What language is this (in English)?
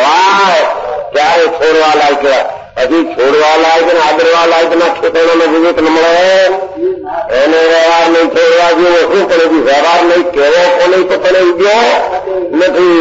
Gujarati